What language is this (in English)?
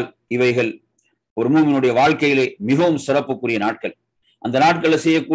Tamil